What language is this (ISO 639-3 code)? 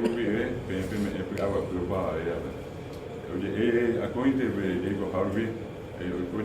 grn